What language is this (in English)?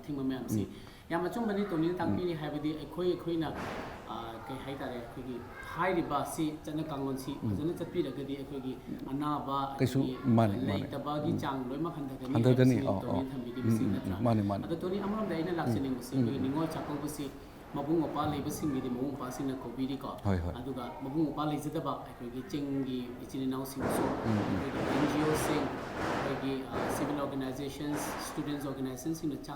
Manipuri